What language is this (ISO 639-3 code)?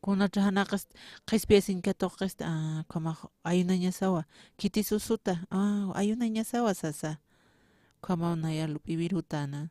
aym